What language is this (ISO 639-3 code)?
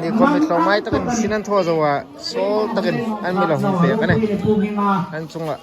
hmr